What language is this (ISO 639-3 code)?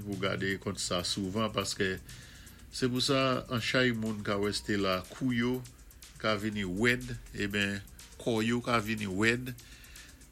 acf